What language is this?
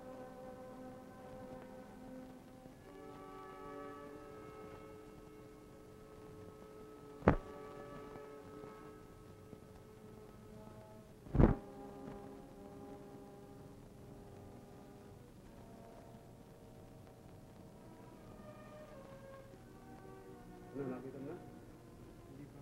Filipino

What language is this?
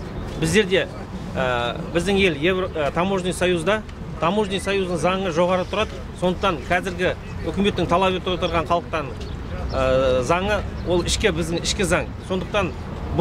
Kazakh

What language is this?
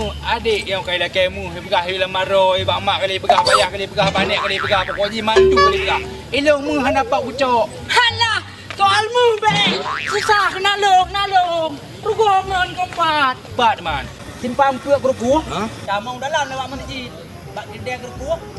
Achinese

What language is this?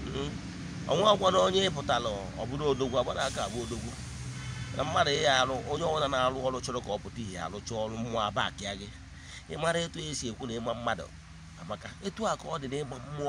Igbo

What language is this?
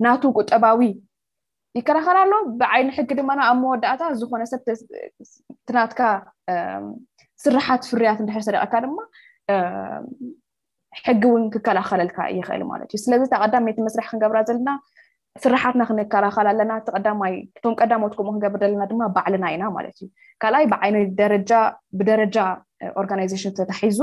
Tigrinya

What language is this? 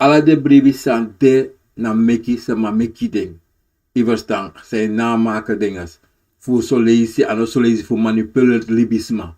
Sranan Tongo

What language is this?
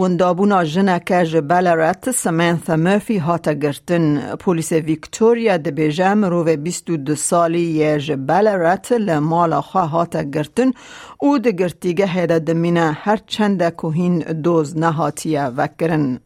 Kurdish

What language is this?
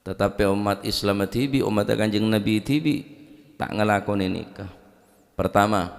Madurese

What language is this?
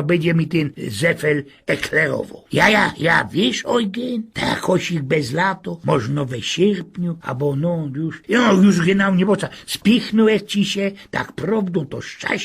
Silesian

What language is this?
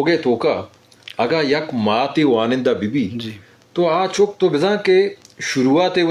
Eastern Balochi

